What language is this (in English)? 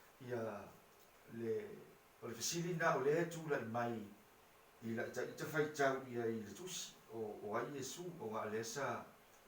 Samoan